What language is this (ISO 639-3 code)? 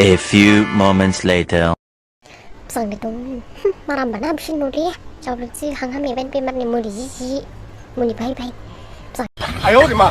dis